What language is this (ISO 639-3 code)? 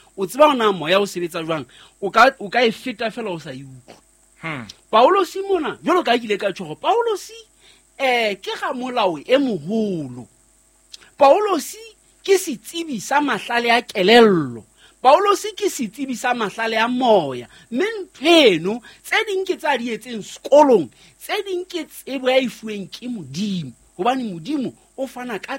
sot